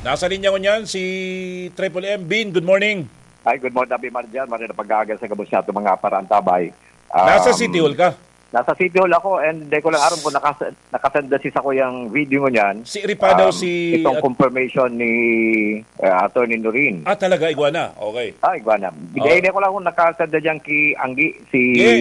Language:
Bikol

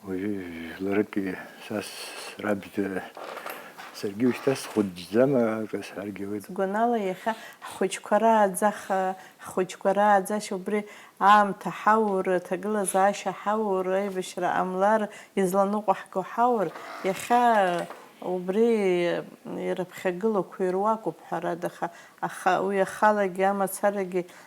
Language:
Abkhazian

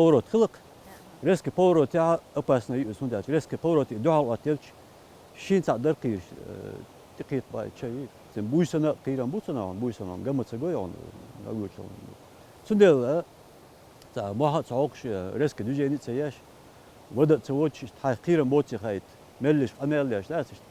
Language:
Chechen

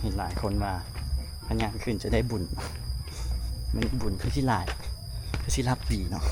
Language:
Lao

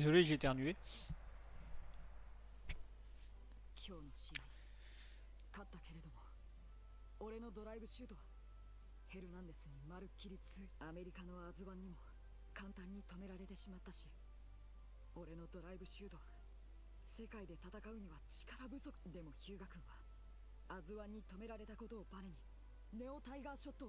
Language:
Japanese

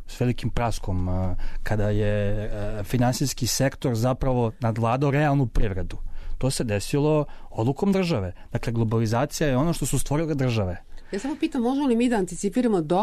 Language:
Serbian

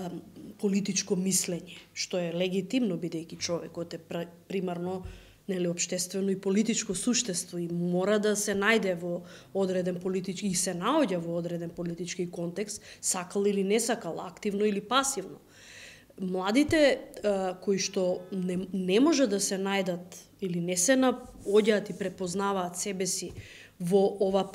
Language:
Macedonian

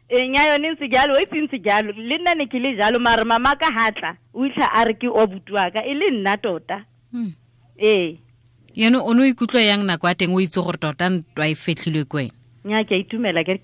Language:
Tswana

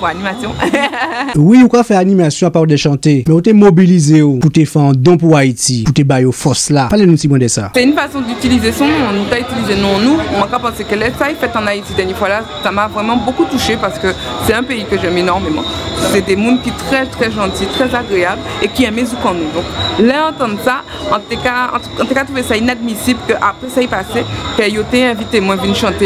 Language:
Guadeloupean Creole French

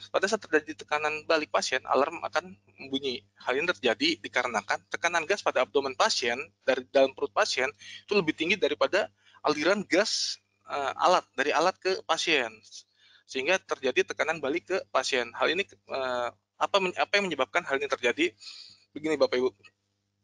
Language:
Indonesian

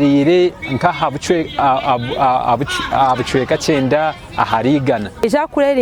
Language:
Nyankole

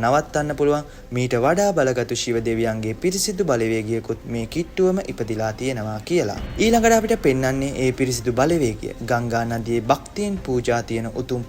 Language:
Sinhala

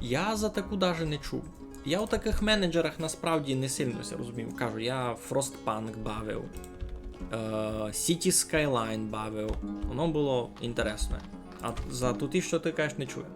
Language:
Rusyn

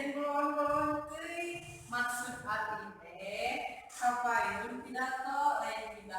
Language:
Sundanese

